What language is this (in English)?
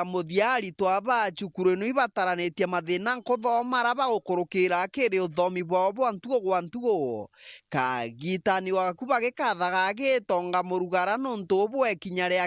Meru